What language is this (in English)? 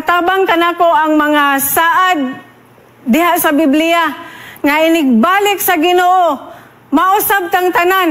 Cebuano